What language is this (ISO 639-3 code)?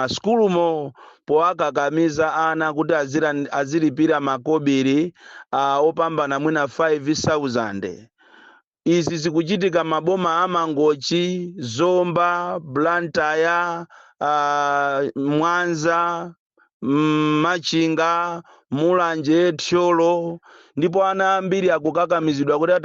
nya